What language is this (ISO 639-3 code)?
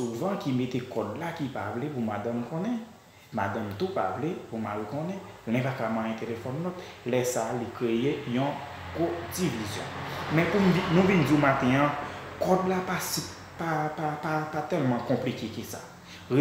hat